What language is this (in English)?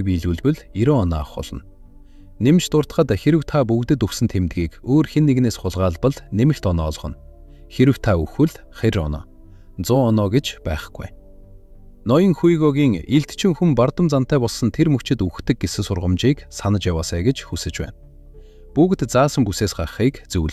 Mongolian